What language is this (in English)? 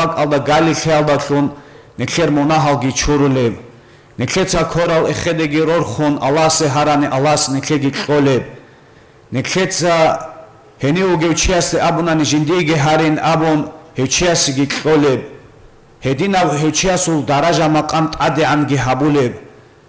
Avaric